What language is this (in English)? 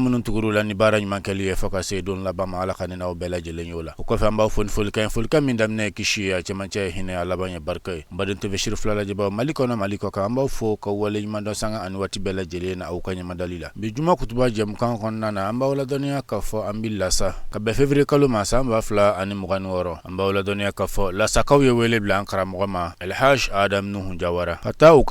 Bambara